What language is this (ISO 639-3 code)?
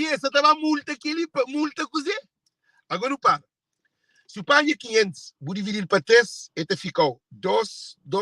kea